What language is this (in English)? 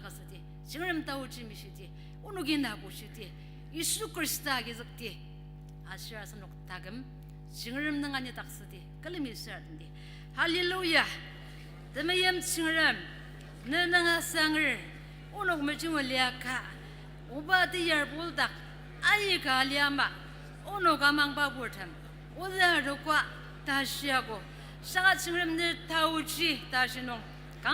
Ao Naga